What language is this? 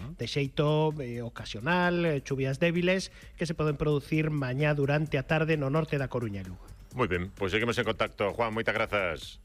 Galician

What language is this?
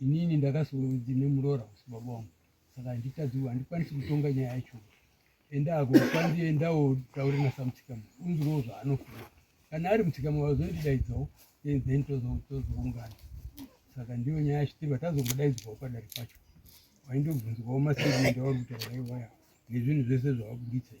Shona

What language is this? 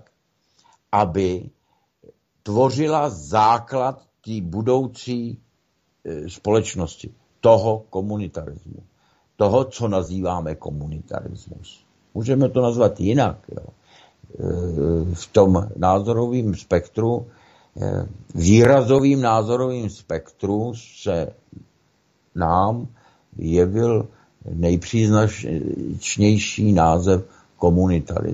Czech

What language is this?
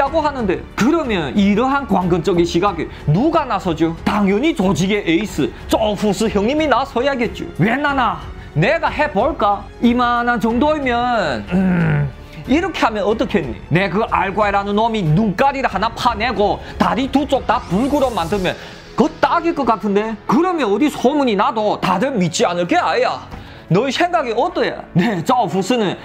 Korean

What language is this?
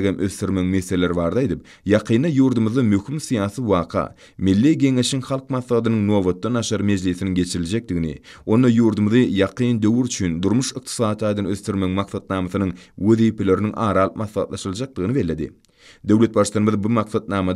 Turkmen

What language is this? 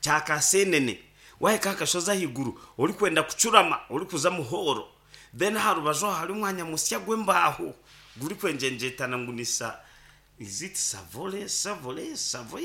Nyankole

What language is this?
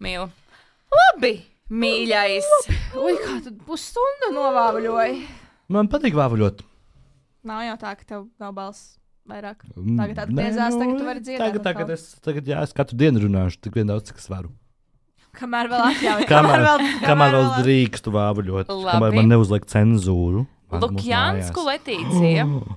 Latvian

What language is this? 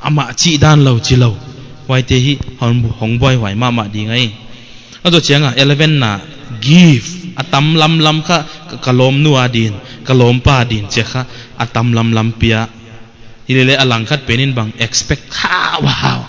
Paite Chin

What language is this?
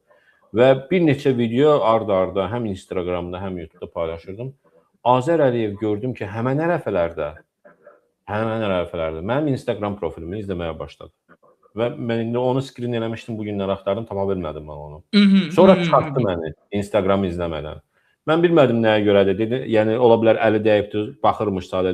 Azerbaijani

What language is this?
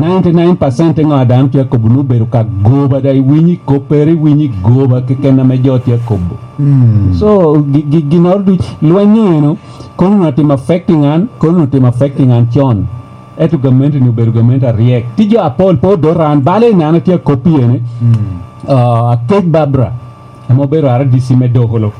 Lango (Uganda)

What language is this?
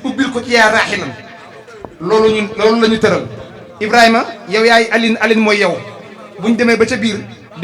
Wolof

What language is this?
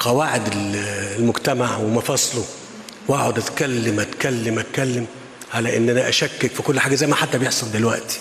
Egyptian Arabic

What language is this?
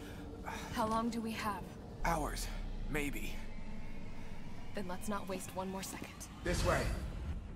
English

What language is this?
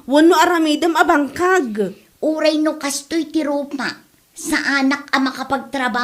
Iloko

